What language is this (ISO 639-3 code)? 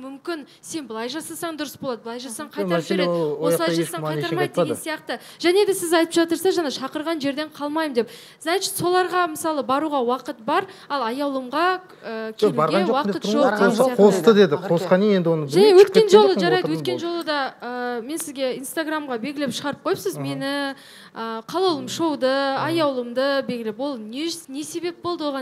kaz